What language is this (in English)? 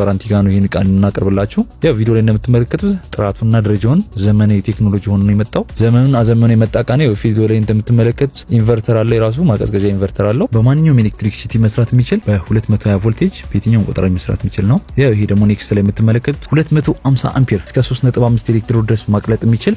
Amharic